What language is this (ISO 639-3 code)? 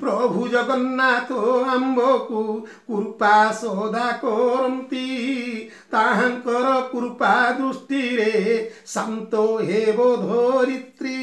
ori